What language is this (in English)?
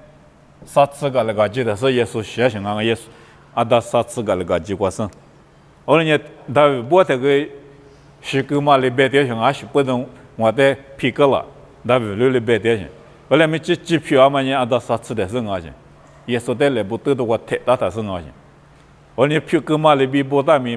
Lisu